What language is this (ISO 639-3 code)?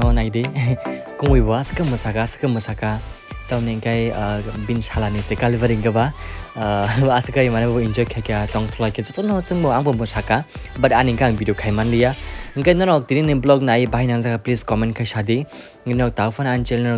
trp